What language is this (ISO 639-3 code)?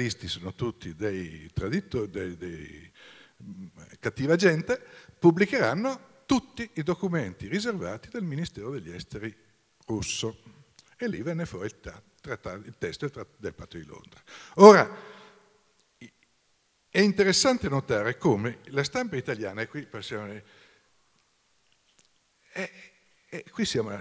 ita